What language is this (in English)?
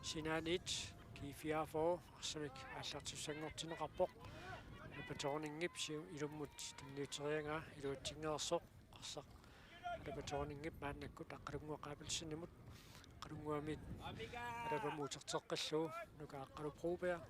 Kalaallisut